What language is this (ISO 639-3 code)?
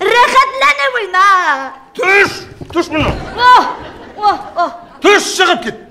bak